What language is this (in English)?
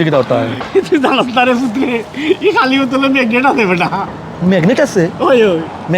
Sylheti